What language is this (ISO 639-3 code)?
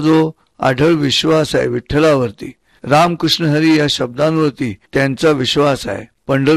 mar